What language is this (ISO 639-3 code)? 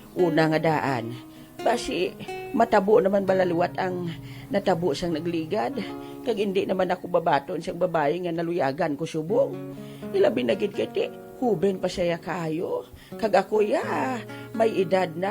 hil